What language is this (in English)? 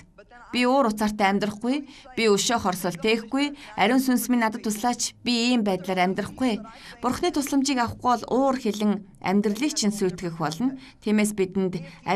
Mongolian